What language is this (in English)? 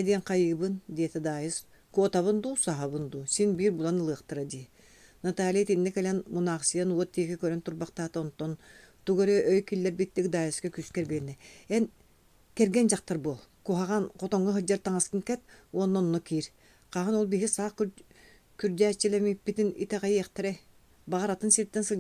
Yakut